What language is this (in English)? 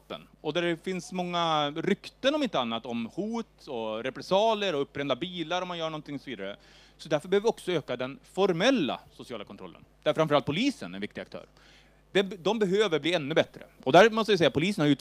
Swedish